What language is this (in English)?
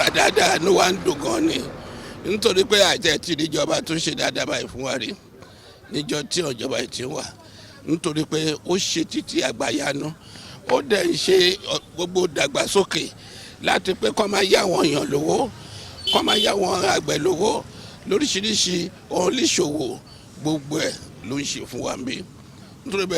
Yoruba